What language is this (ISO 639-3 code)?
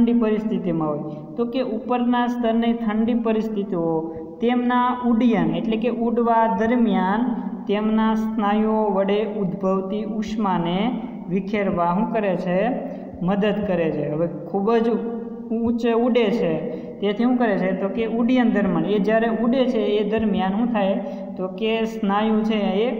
guj